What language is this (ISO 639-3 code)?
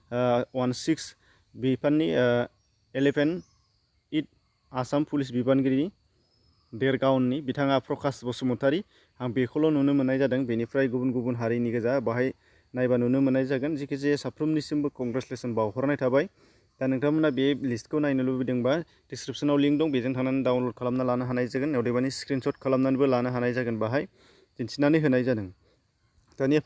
brx